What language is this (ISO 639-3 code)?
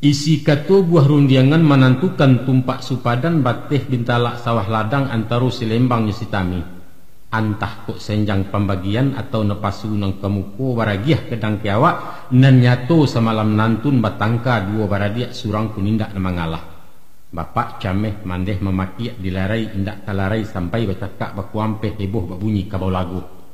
min